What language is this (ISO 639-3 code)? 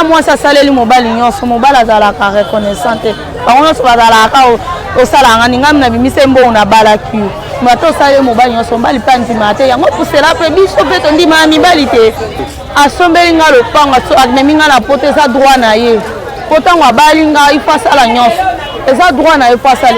lin